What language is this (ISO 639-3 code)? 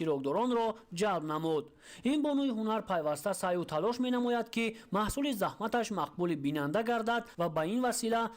tgk